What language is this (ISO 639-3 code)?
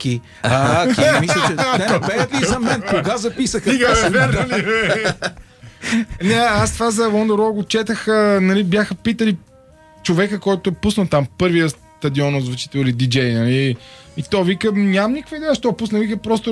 bul